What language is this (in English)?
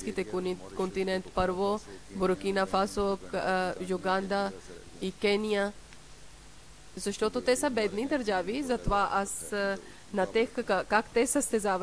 Bulgarian